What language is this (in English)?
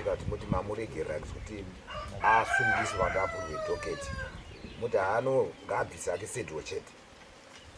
Shona